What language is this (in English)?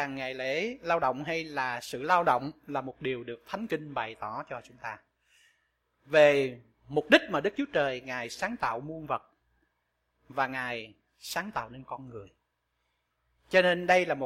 Vietnamese